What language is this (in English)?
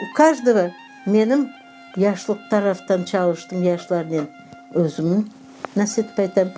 Crimean Tatar